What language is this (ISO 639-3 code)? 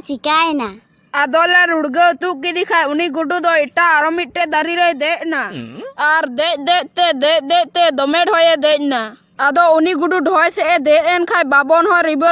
sat